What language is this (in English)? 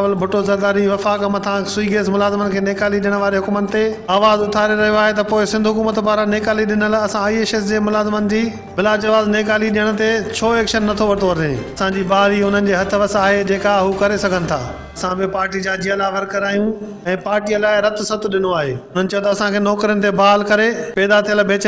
Sindhi